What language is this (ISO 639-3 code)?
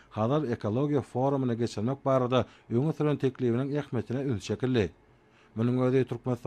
tuk